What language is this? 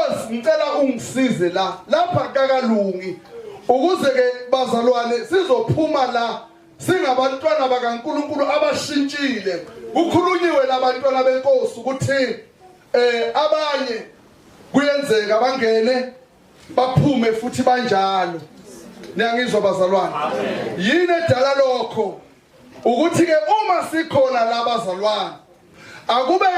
Zulu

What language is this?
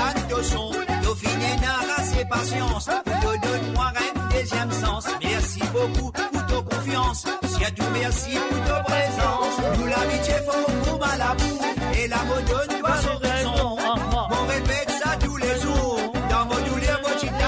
Morisyen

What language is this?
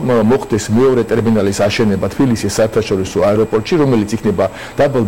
Georgian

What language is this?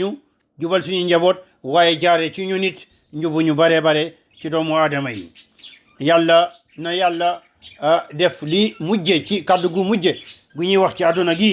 Wolof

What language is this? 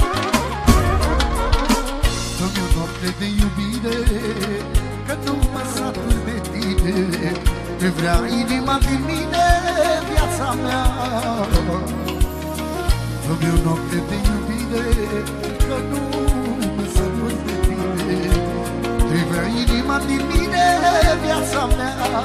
Romanian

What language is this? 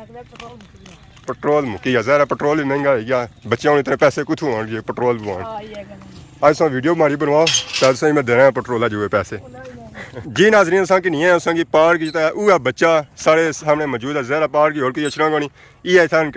Pahari-Potwari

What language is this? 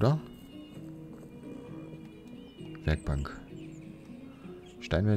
German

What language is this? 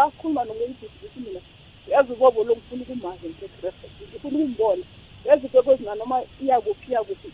South Ndebele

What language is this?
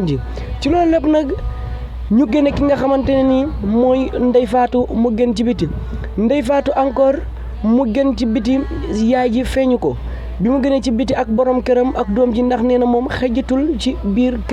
Wolof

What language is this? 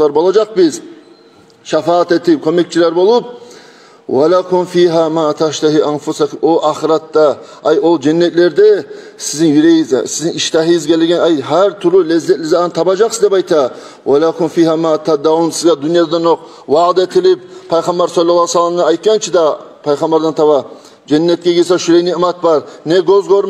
Kumyk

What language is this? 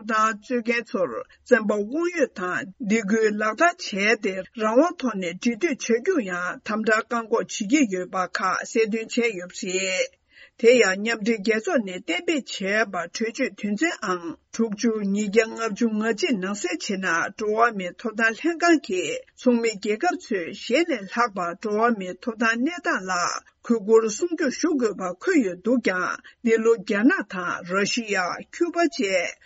Tibetan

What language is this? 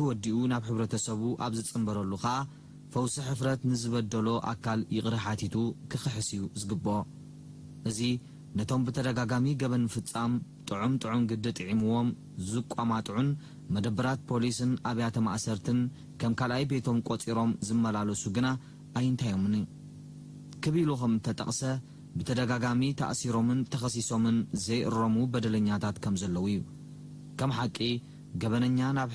Tigrinya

